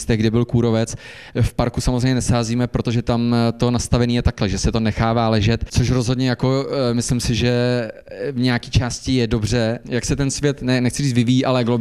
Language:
Czech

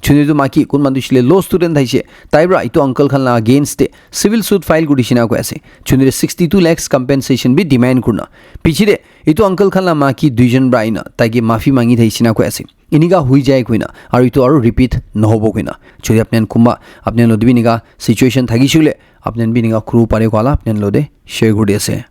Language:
Naga Pidgin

